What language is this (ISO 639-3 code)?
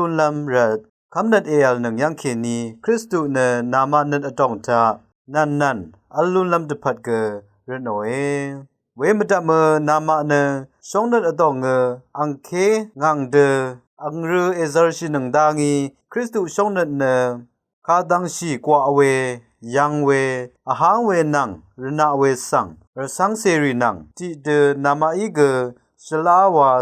raw